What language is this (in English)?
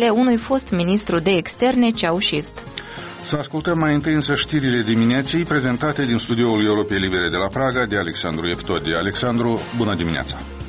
Romanian